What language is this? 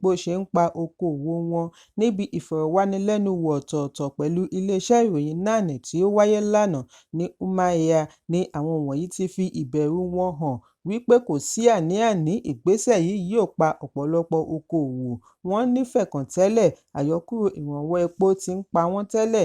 Yoruba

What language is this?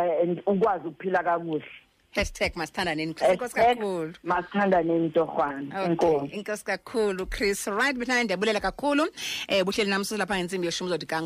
Xhosa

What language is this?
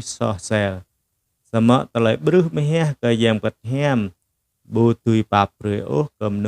Jarai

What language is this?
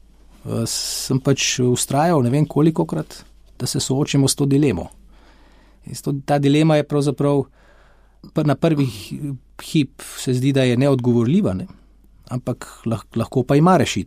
Slovenian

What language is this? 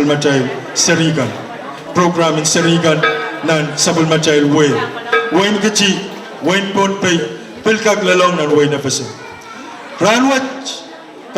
Pohnpeian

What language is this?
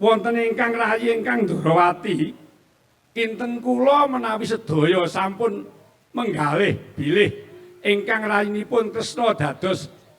Javanese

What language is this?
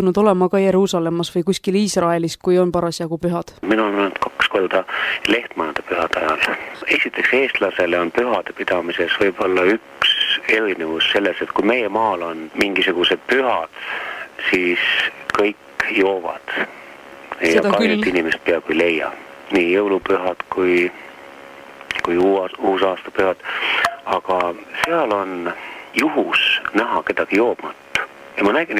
Estonian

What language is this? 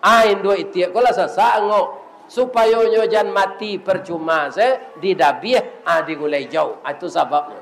Minangkabau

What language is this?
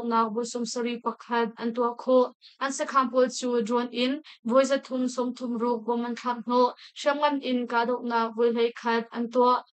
Hakha Chin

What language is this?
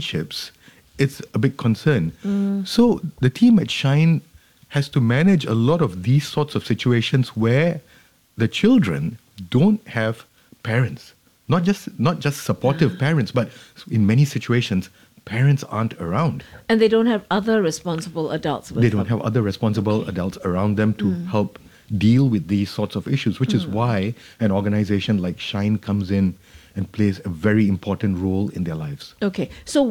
English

